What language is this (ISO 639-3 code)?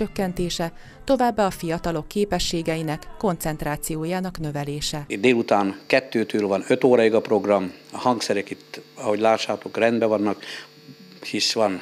hun